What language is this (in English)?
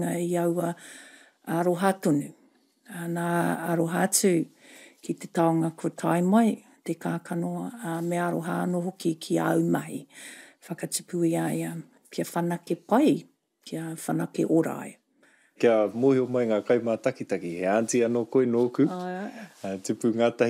Māori